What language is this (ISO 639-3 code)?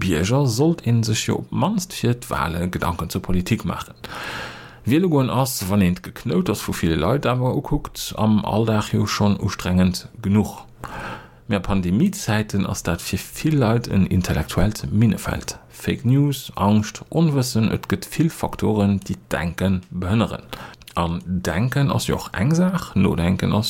ltz